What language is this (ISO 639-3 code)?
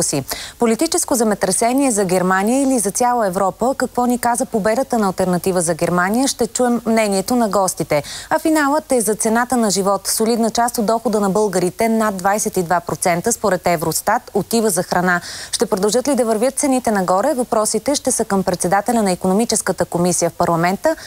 bul